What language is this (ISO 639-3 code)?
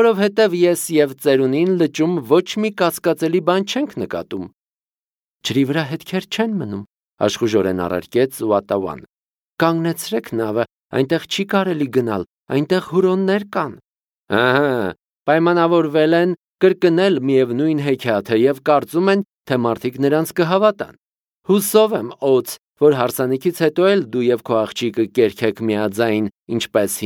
hye